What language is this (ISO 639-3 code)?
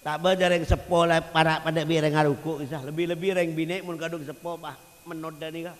mad